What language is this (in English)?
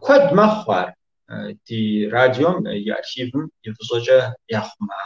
Kabardian